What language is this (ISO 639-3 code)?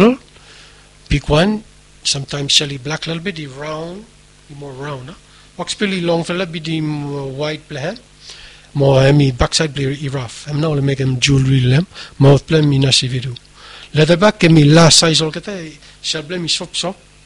bis